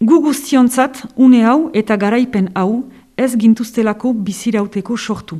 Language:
Basque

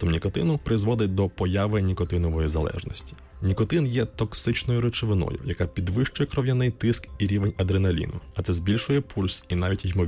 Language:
Ukrainian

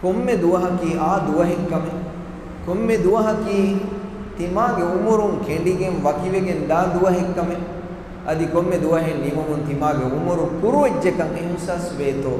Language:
Divehi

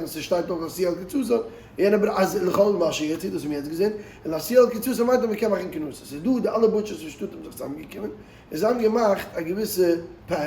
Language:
Yiddish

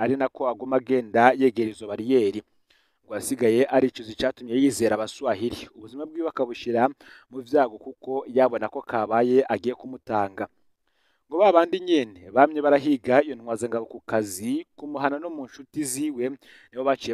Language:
Rundi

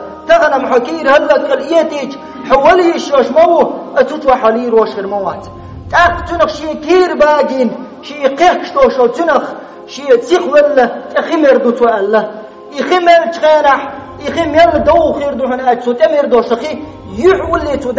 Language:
Chechen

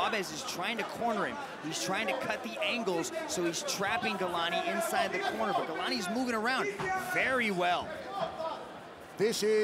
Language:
English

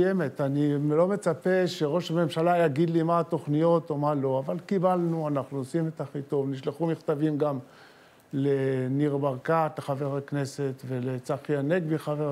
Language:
Hebrew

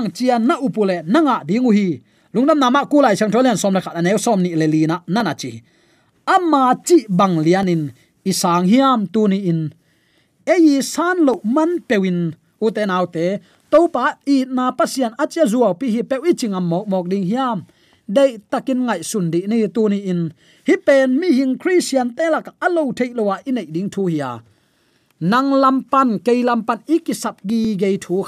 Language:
Tedim Chin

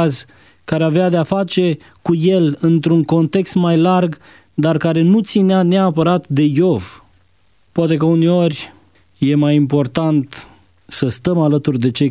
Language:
Romanian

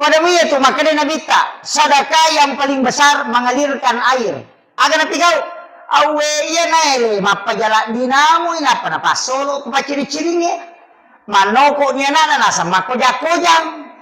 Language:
Buginese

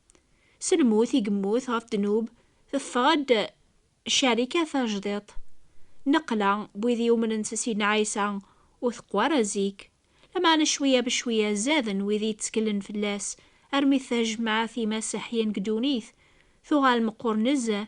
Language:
Kabyle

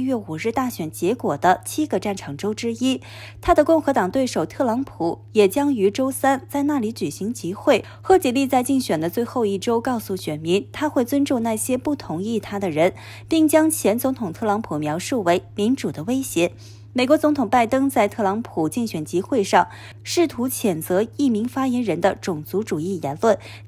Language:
Chinese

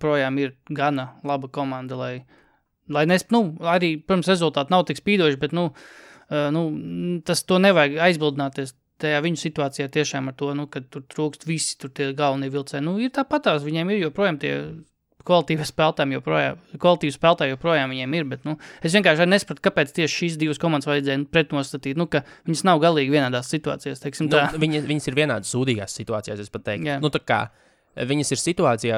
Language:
Latvian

